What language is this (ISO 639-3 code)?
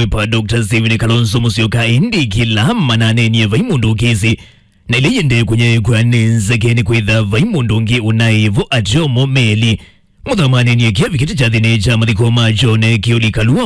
kam